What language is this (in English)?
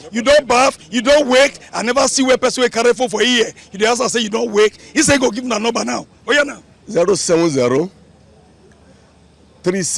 Nigerian Pidgin